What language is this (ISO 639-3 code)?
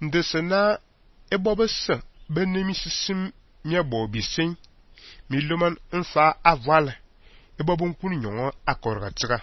fan